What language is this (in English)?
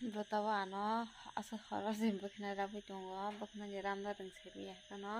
Kok Borok